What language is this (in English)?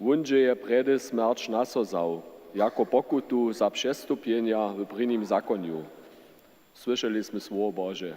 Upper Sorbian